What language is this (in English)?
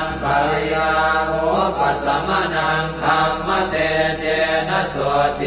Pali